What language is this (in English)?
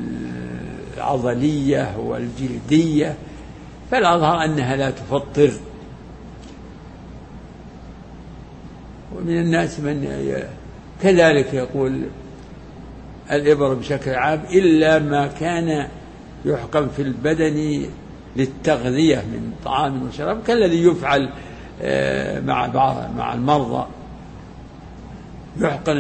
Arabic